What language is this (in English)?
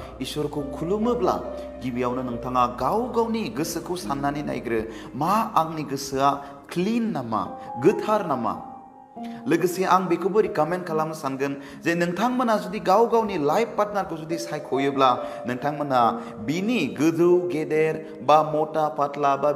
Bodo